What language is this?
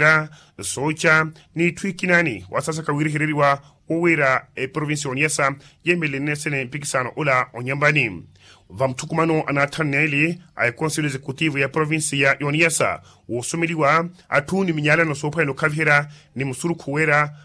Makhuwa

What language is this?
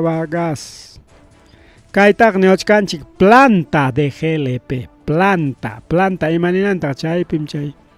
Ayacucho Quechua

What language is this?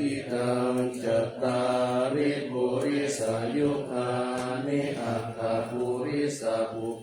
Pali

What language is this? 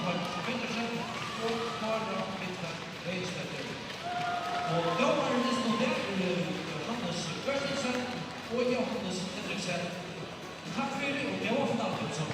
Faroese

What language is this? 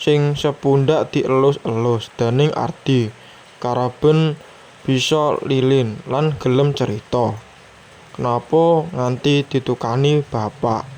Javanese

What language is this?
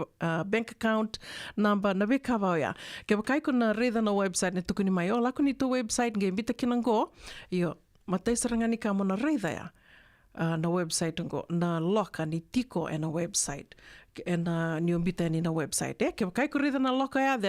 Fijian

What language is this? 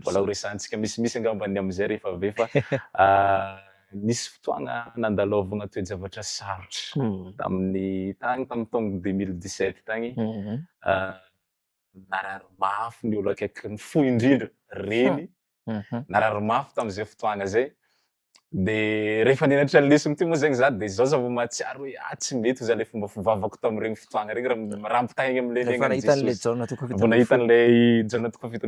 Malagasy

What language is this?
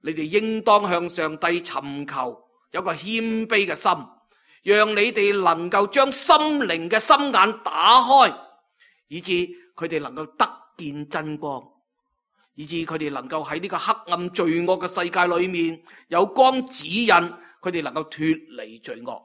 Cantonese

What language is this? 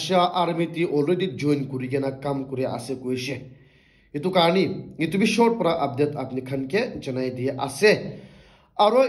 Naga Pidgin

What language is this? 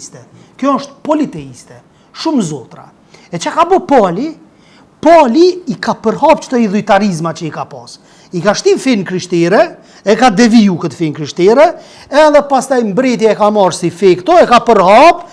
Albanian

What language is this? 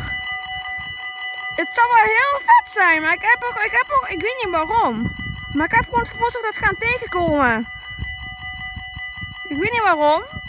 Dutch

